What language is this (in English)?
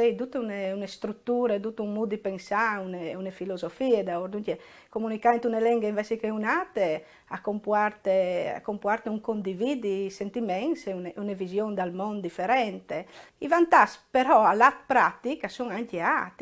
Friulian